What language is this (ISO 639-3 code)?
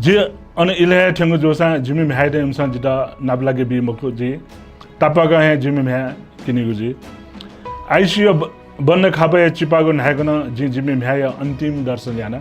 new